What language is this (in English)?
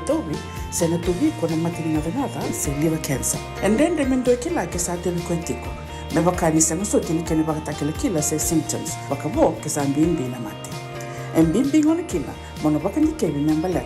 Fijian